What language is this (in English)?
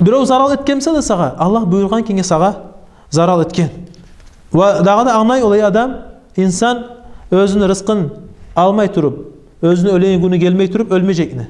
Kumyk